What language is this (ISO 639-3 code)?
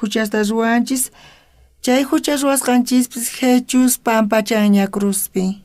quh